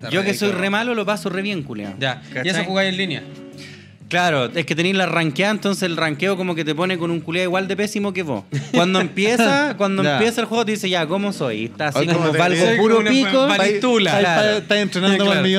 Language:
Spanish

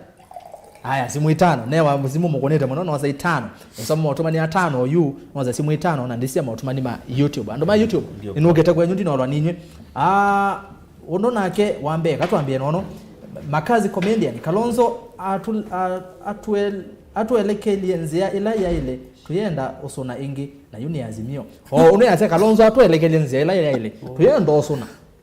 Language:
Kamba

